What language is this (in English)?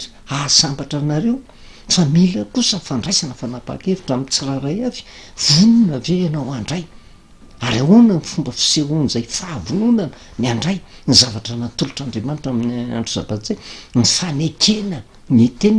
Malagasy